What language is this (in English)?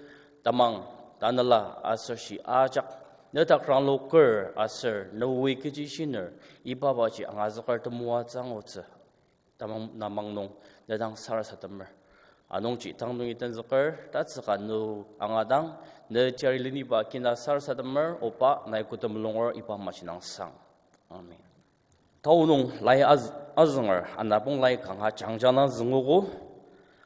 Ao Naga